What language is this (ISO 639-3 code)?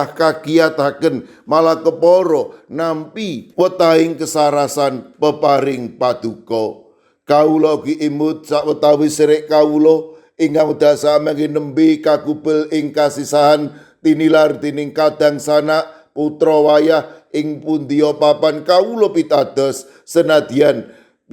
jav